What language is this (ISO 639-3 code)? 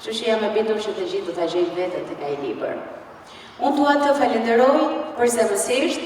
sqi